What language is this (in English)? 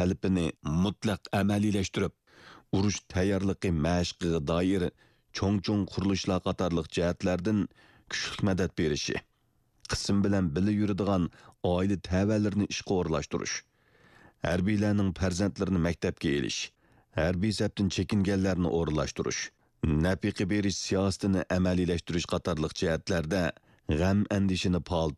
Uyghur